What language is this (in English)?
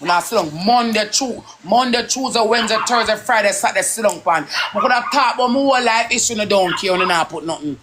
Jamaican Creole English